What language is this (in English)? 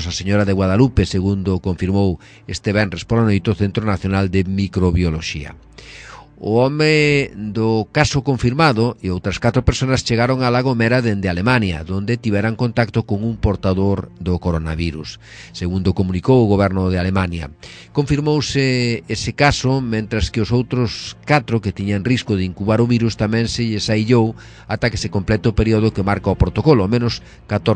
Galician